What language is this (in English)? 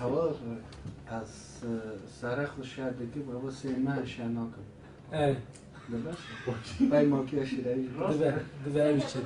Kurdish